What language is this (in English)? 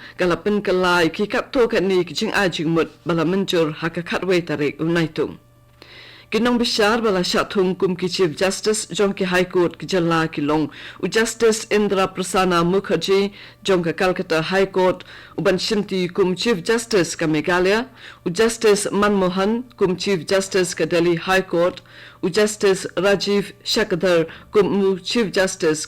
Khasi